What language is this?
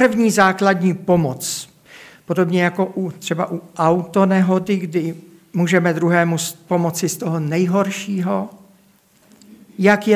Czech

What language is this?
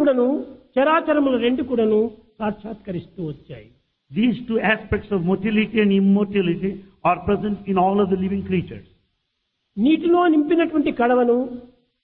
Telugu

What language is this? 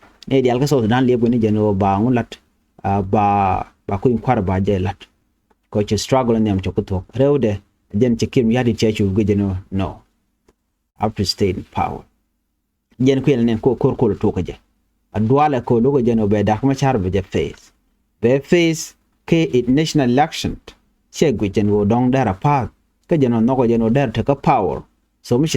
Nuer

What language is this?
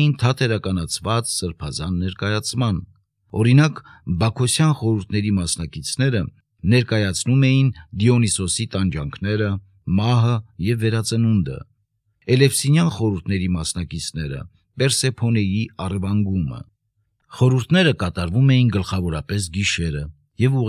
Armenian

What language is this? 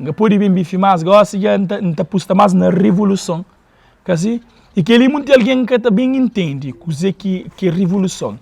Kabuverdianu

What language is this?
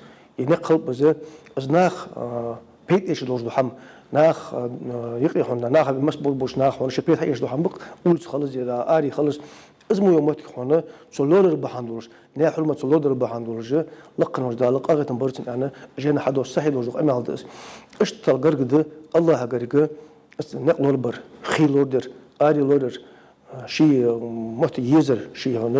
Ingush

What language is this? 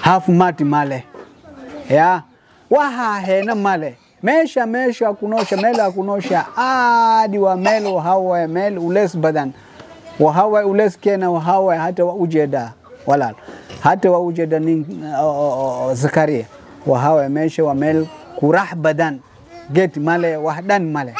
Somali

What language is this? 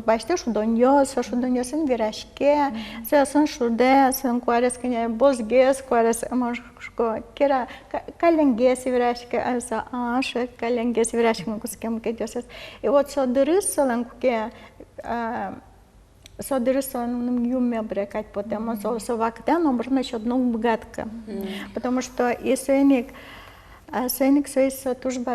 Udmurt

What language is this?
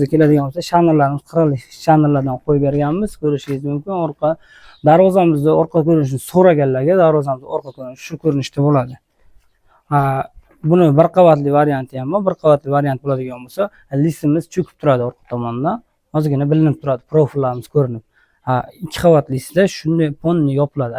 Uzbek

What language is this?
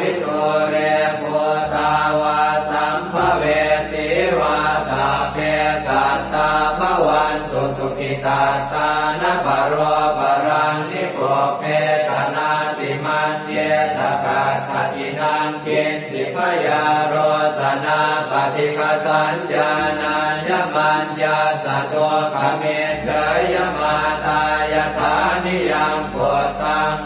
Pali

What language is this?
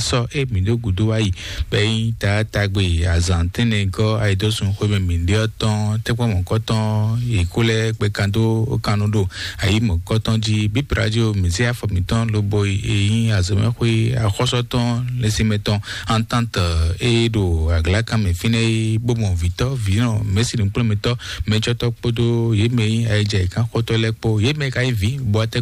Fon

